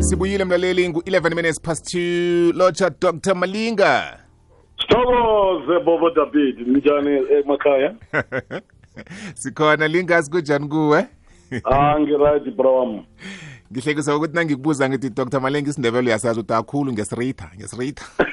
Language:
South Ndebele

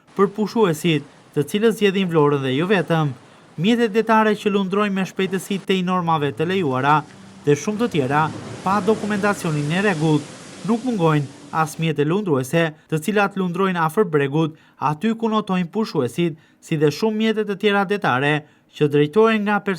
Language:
Albanian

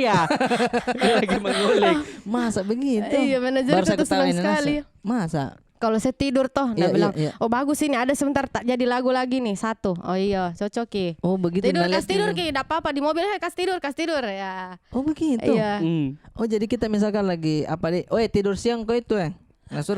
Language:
Makassar Malay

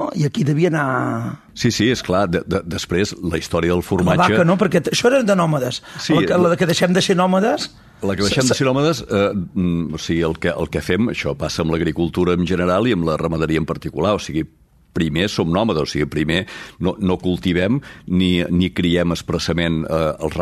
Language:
Catalan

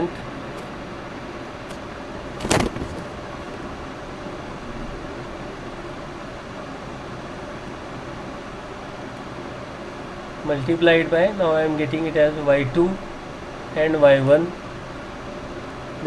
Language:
English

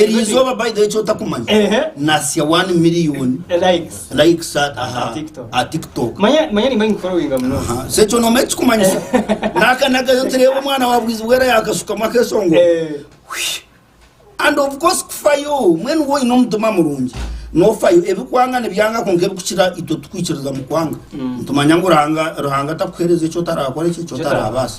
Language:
Nyankole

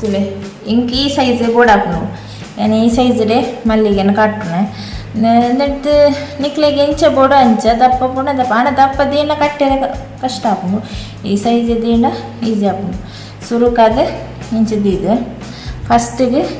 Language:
Tulu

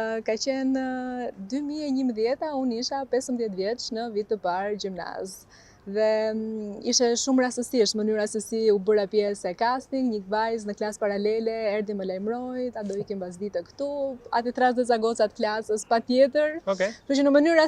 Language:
Albanian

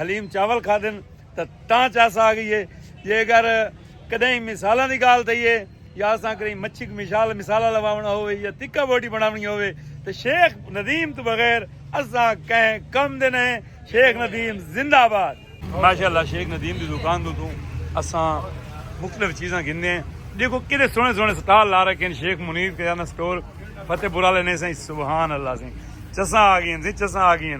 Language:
Saraiki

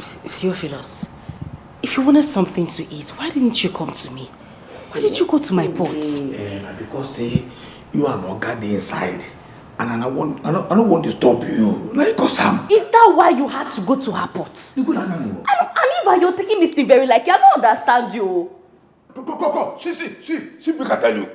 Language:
Nigerian Pidgin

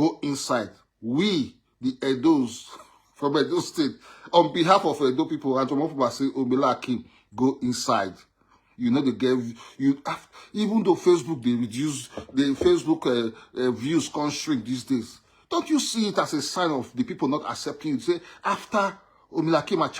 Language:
Nigerian Pidgin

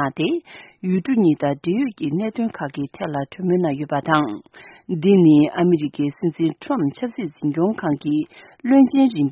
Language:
Tibetan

